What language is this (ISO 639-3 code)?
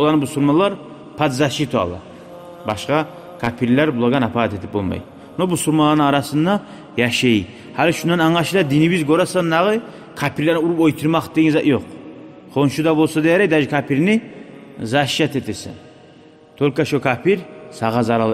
kum